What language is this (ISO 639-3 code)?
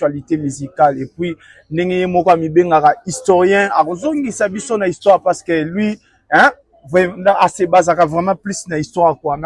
lin